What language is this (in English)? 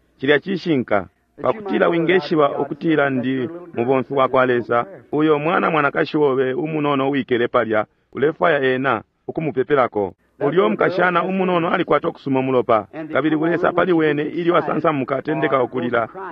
Bemba